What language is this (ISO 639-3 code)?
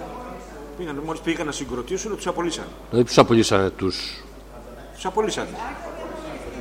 ell